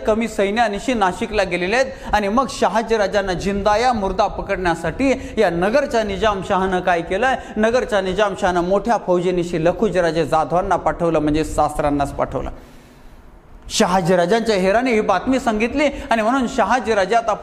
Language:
Marathi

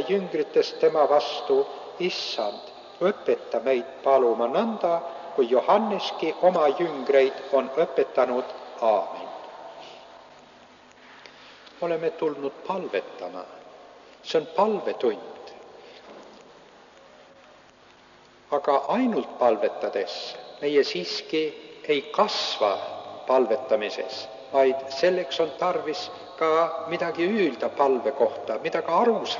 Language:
Estonian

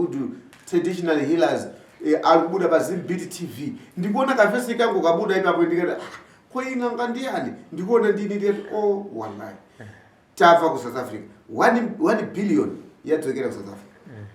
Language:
Shona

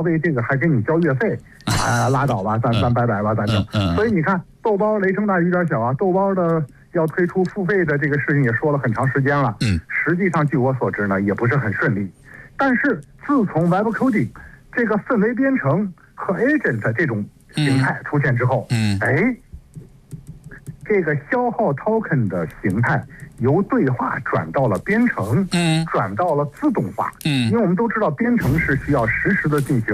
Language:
Chinese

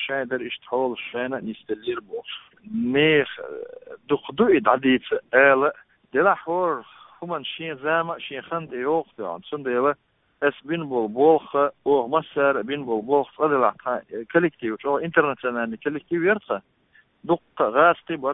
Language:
Chechen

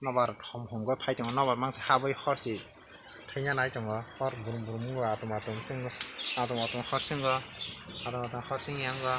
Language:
Kok Borok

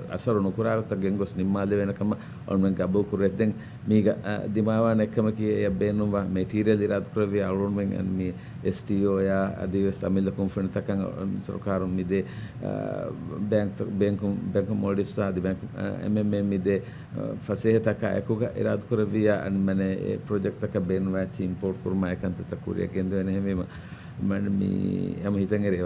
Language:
Divehi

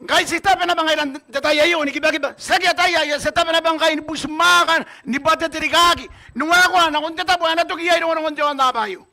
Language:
Gilbertese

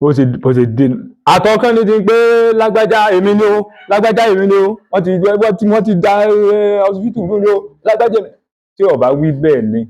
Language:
Yoruba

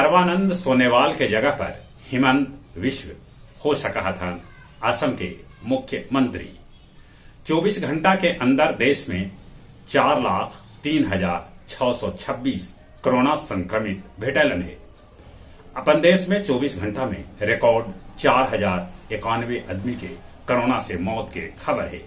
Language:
Magahi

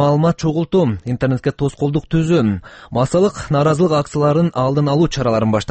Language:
Kyrgyz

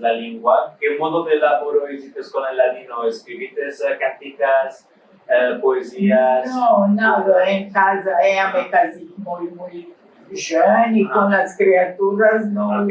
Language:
Ladino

